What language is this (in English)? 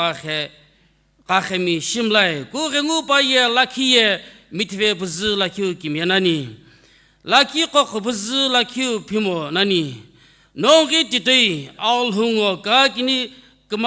Sumi Naga